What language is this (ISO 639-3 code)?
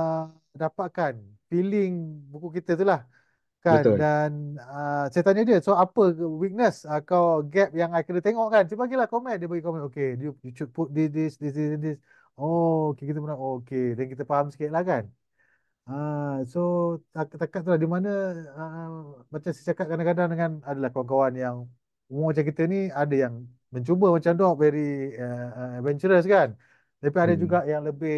msa